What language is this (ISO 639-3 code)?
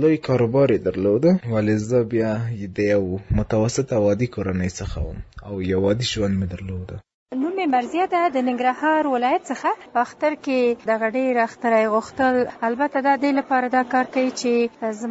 pus